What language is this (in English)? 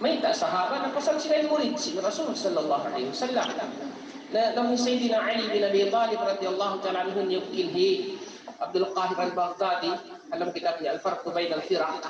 Tausug